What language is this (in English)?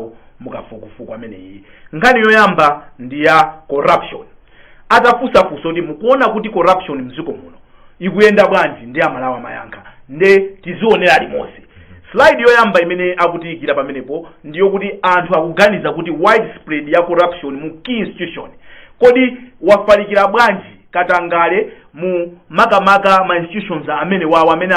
Nyanja